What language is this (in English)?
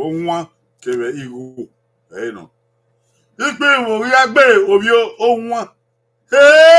Bini